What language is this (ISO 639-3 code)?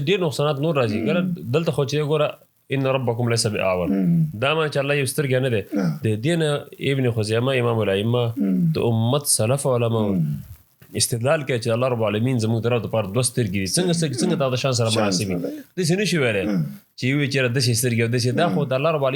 pus